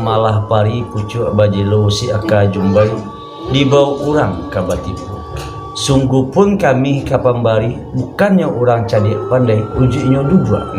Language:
Minangkabau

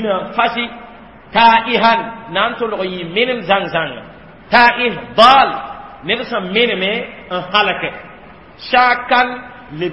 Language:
Mossi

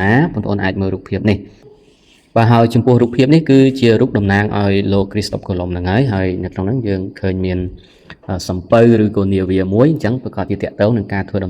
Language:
Khmer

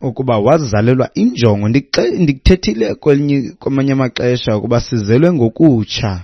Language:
Xhosa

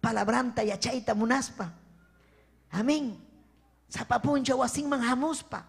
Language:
Ayacucho Quechua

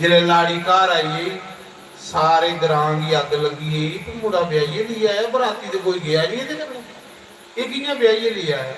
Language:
Dogri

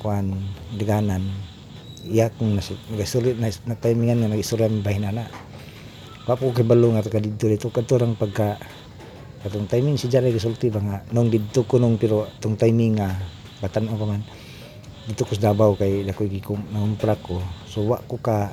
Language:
Cebuano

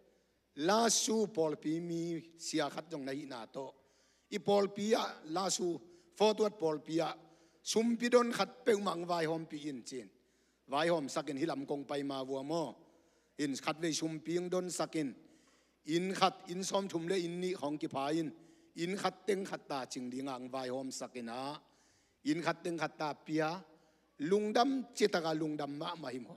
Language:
Tedim Chin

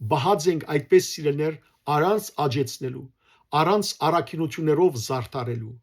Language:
Western Armenian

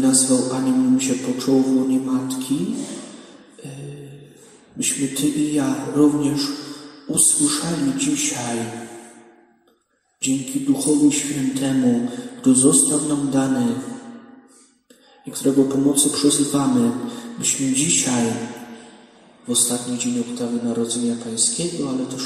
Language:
Polish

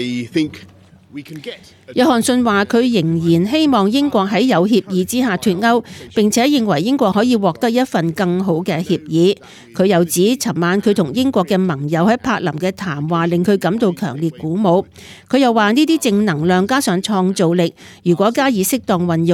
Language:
Cantonese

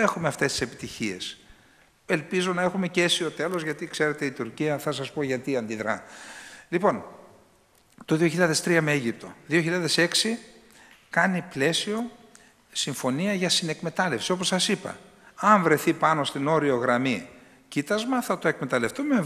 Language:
Greek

